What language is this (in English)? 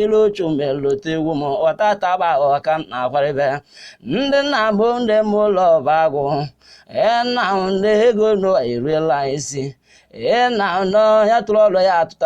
Igbo